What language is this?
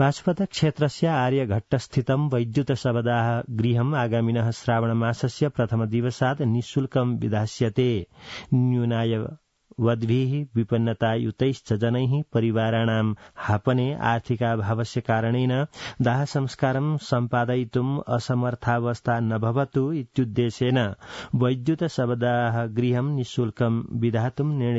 Sanskrit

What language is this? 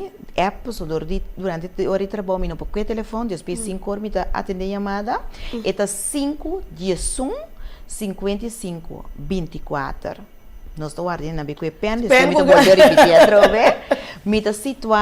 Papiamento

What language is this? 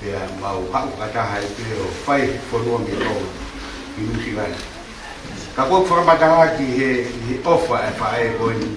Tongan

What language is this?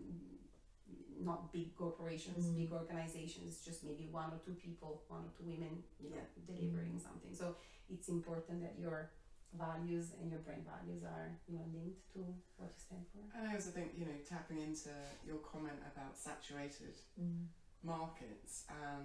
English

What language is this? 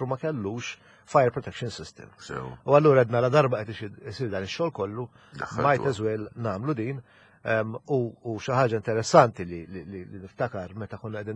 Maltese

